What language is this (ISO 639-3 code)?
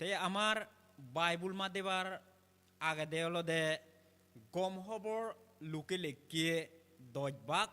ccp